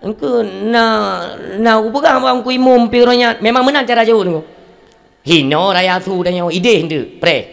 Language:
Achinese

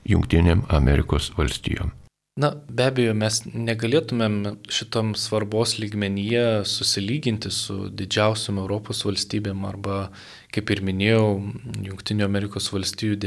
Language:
Lithuanian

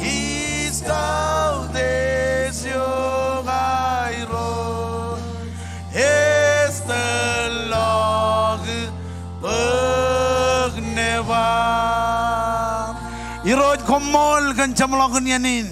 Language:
Marshallese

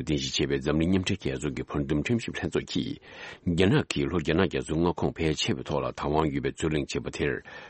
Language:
Tibetan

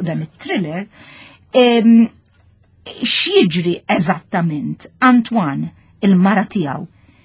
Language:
Maltese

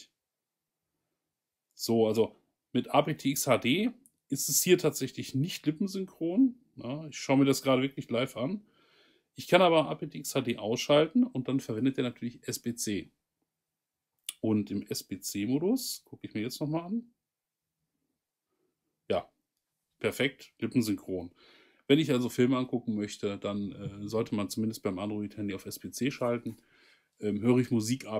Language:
German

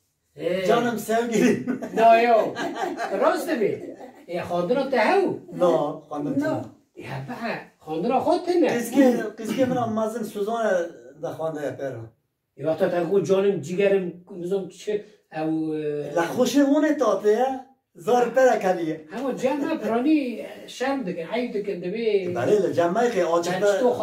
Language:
Kurdish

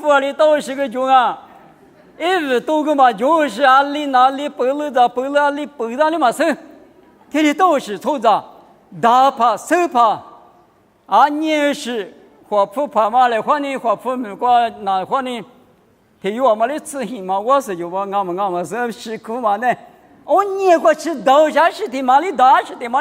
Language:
Lisu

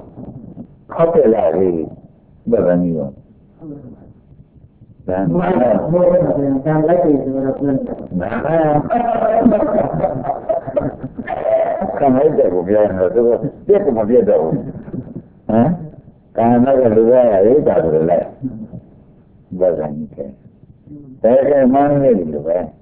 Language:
Burmese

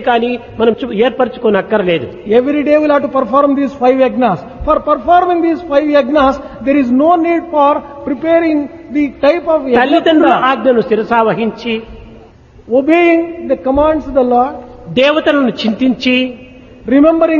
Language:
Telugu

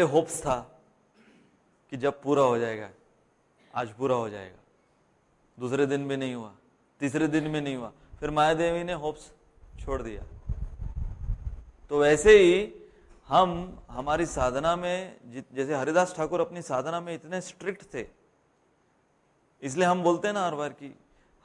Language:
Hindi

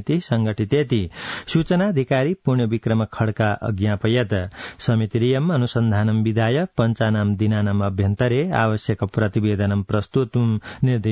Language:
Sanskrit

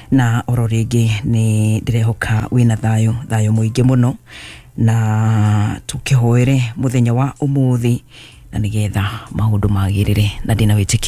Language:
Kikuyu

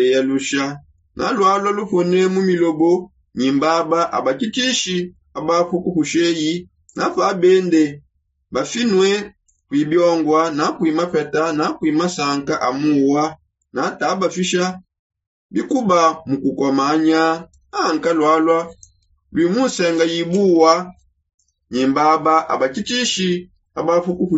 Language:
Songe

